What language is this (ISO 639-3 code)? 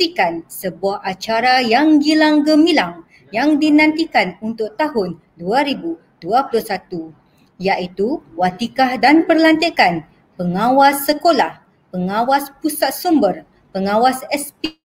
msa